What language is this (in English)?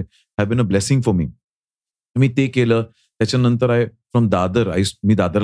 Marathi